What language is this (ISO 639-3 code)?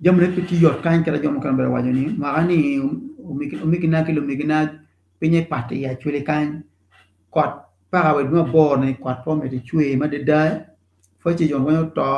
ach